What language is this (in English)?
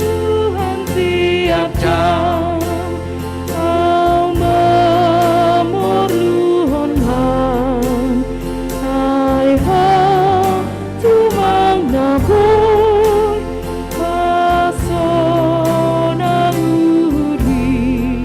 Batak Simalungun